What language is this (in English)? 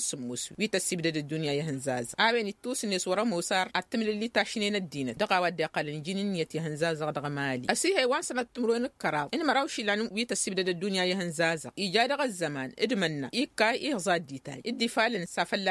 Tamasheq